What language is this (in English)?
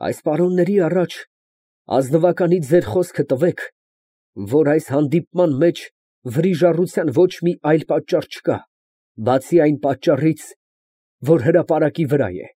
Armenian